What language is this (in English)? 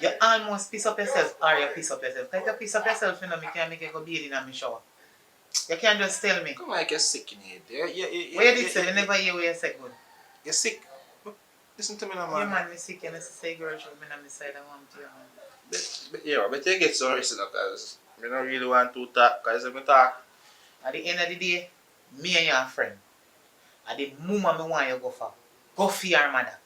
Jamaican Creole English